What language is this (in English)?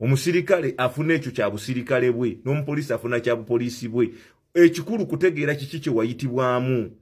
Ganda